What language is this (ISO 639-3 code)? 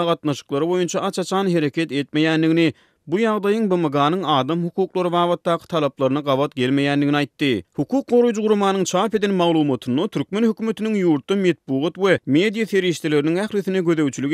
tuk